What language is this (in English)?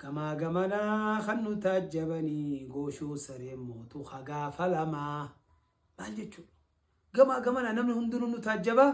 Oromo